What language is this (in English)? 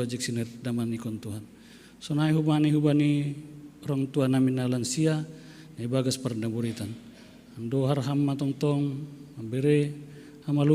Batak Simalungun